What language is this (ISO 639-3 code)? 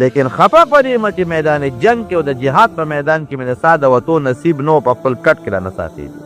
pus